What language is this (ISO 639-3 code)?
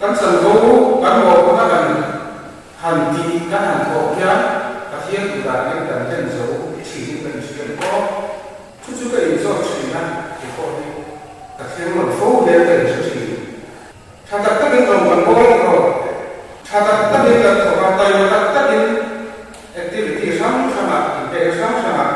lus